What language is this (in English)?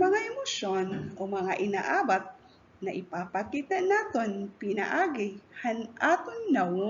Waray